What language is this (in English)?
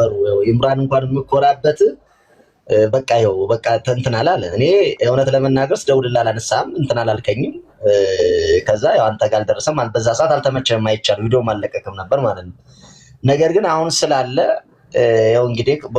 Amharic